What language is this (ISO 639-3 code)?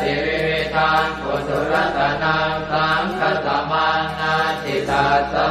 pli